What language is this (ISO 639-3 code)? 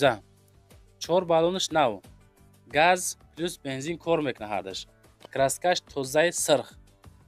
tgk